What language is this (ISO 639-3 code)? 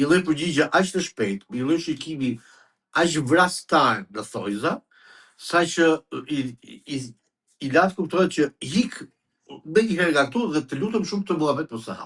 sqi